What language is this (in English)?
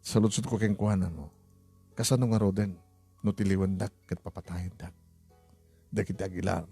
Iloko